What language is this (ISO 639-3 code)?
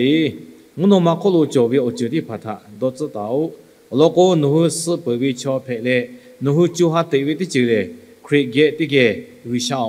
lhu